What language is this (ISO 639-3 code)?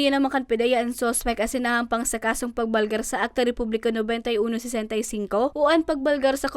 bik